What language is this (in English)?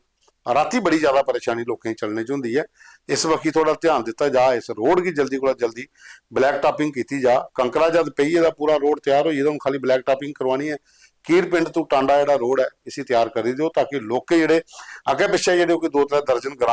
Dogri